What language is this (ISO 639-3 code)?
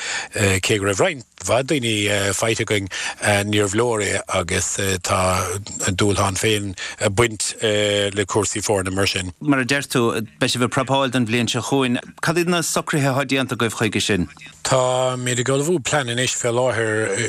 gle